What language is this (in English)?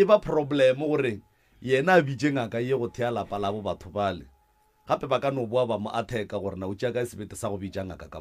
Northern Sotho